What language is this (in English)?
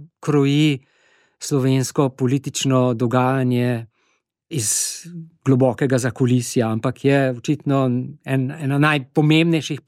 Slovenian